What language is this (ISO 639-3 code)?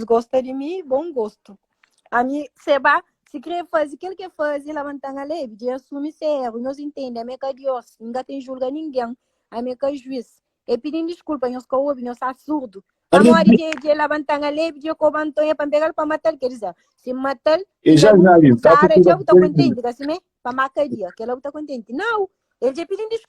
kea